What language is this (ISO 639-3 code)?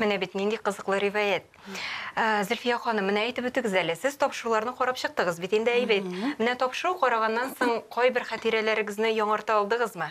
tat